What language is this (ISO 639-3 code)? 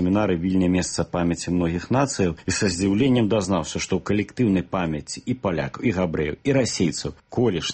bel